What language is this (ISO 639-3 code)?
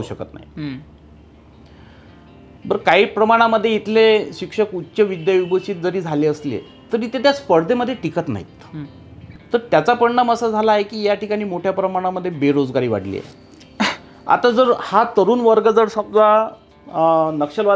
mar